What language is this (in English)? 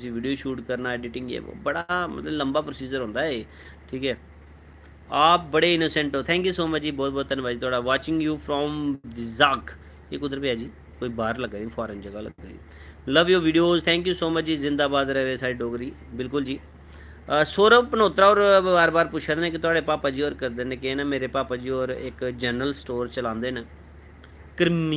Dogri